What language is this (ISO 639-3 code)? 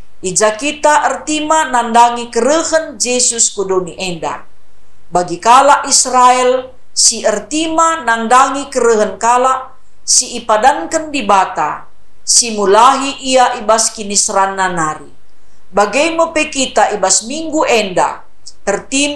btx